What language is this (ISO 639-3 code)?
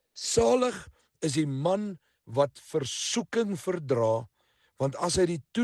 afr